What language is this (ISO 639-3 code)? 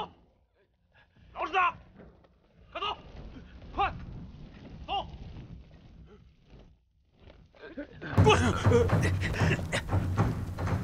zho